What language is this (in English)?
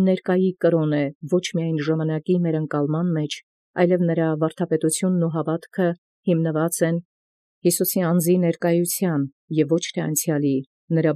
Armenian